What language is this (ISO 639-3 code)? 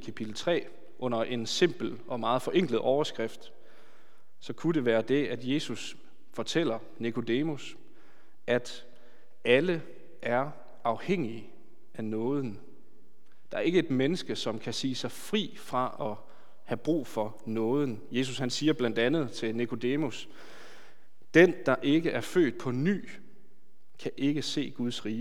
dan